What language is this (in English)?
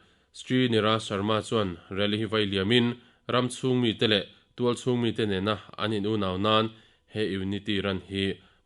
Mizo